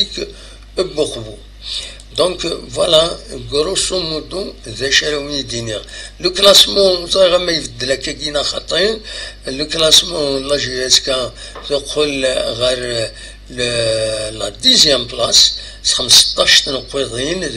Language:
Kabyle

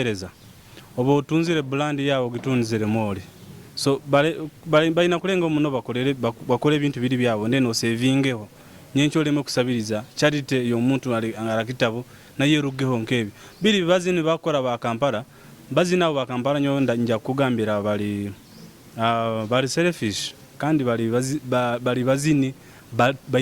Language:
Nyoro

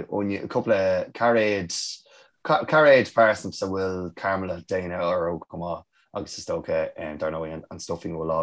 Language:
Irish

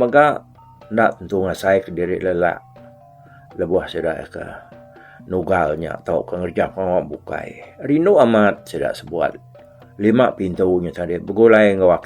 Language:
Iban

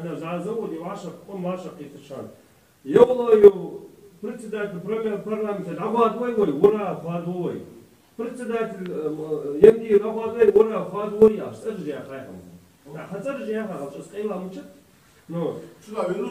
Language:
Ingush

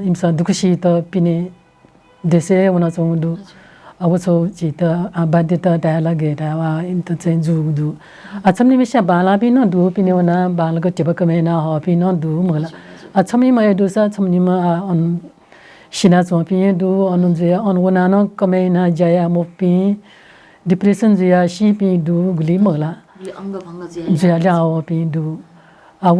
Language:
Newari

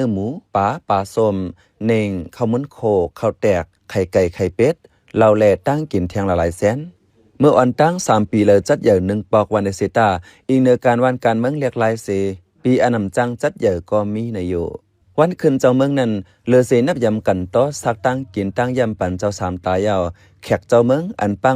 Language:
Shan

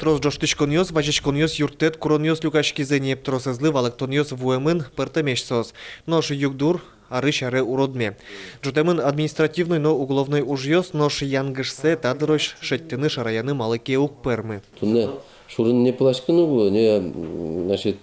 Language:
Udmurt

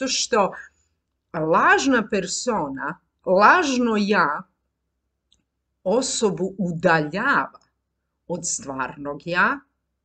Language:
Croatian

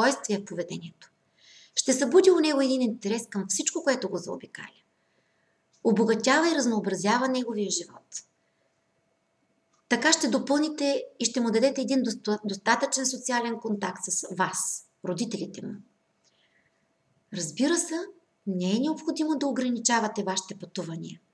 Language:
Bulgarian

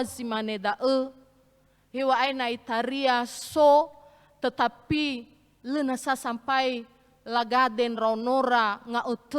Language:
Nias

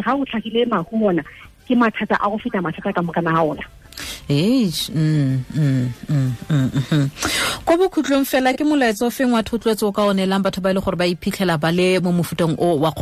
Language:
Tswana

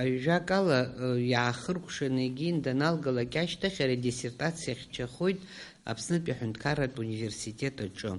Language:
Abkhazian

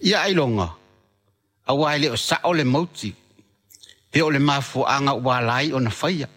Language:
Samoan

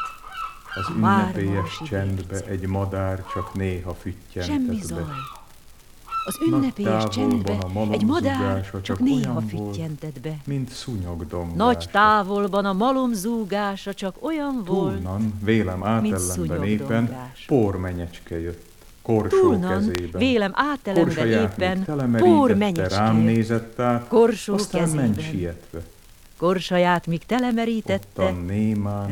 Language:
Hungarian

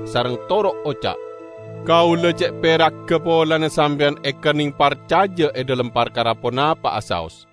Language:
Madurese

